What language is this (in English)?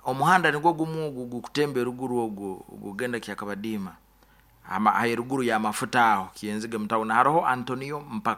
Nyoro